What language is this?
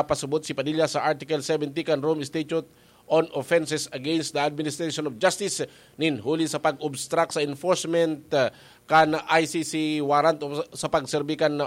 Bikol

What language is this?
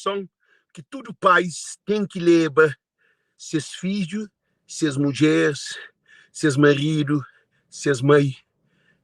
Kabuverdianu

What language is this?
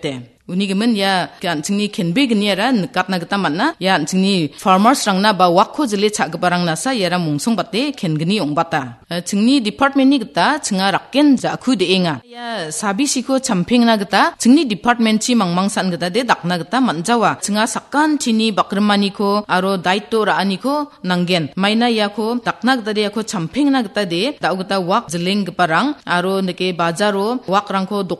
Garo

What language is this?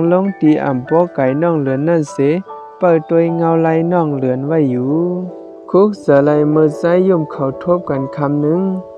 Shan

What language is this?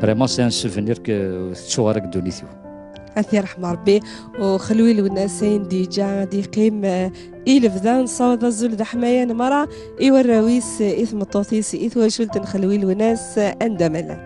Kabyle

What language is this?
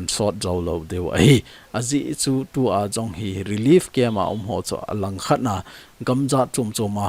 Thado Chin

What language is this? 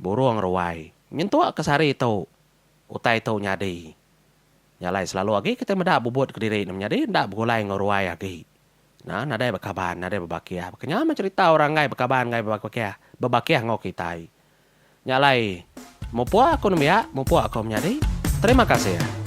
Iban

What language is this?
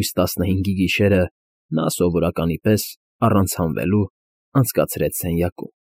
Armenian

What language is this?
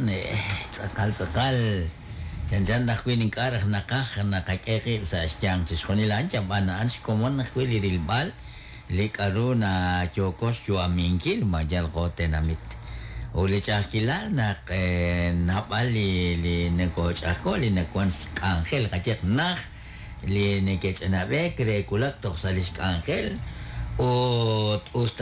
Kekchí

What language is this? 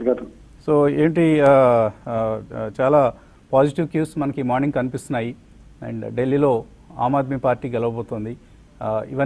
Telugu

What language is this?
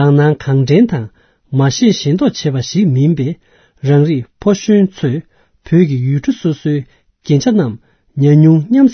Tibetan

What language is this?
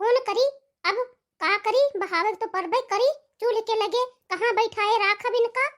Awadhi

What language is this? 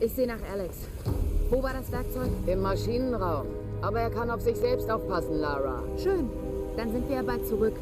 Bavarian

